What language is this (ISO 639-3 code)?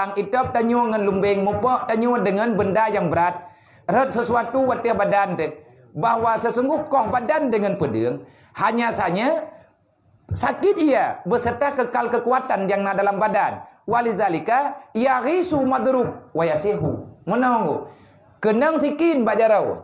ace